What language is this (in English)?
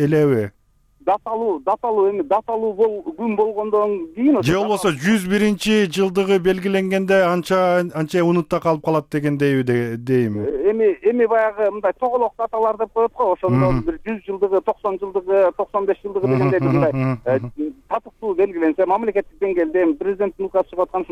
Kyrgyz